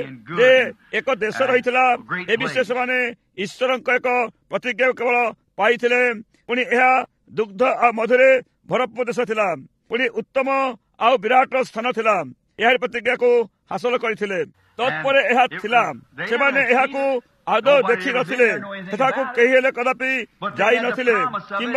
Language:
Odia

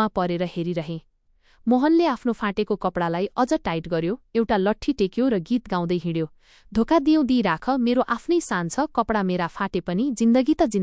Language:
Nepali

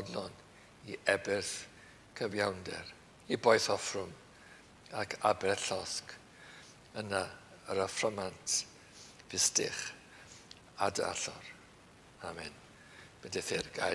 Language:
Welsh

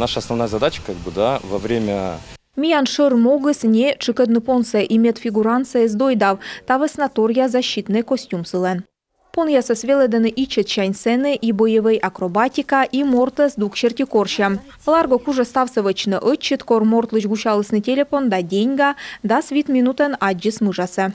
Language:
Komi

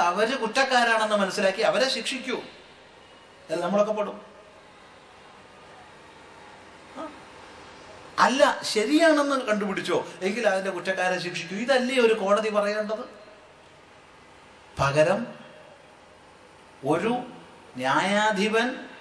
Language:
Malayalam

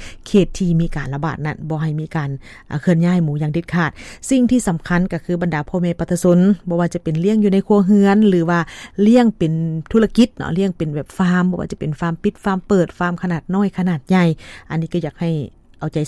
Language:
Lao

